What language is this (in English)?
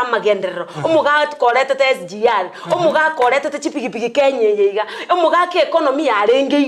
Gusii